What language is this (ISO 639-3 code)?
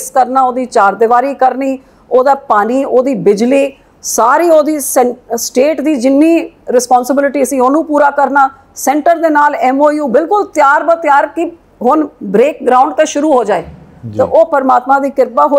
pan